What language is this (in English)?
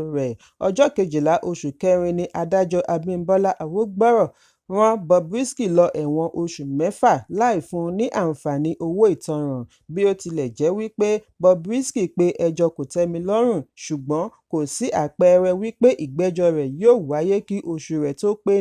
Yoruba